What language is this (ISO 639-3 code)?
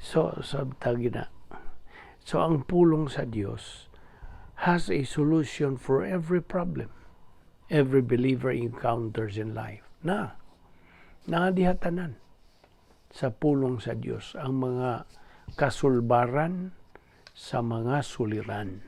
ceb